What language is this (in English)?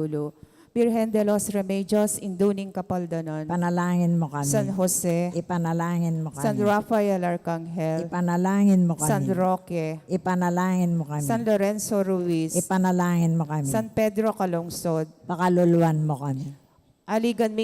Pampanga